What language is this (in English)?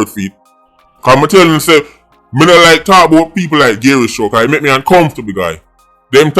Jamaican Creole English